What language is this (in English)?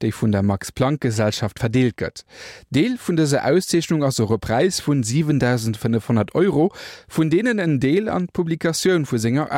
Luxembourgish